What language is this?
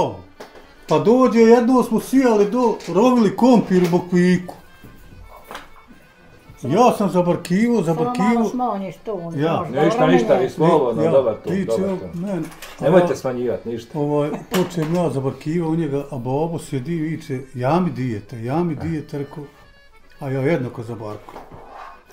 Bosnian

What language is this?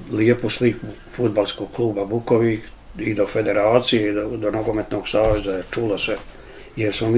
Bosnian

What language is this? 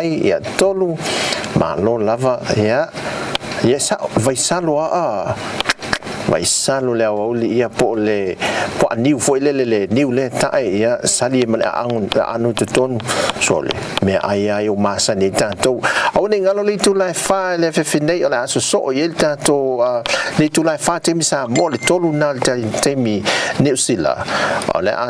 Samoan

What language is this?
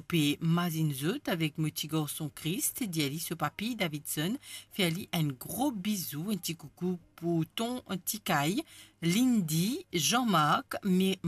Morisyen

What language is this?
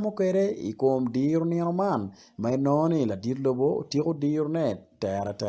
Acoli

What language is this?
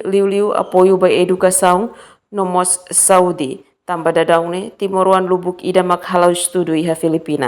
Tetum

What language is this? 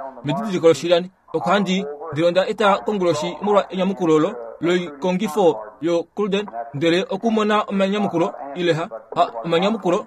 Kuanyama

